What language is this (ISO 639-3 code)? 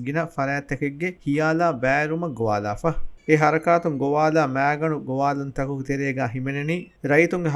div